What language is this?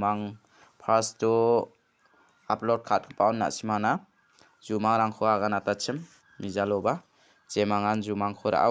Garo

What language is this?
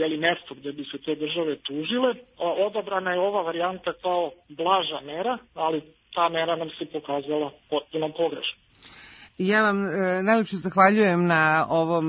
Serbian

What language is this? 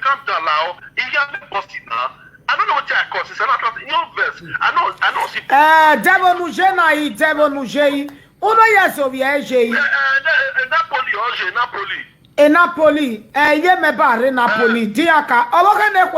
Nigerian Pidgin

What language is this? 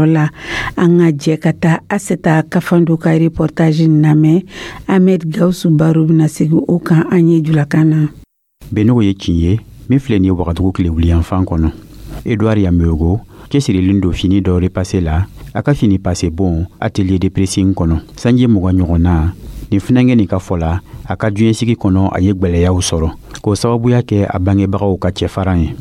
Dyula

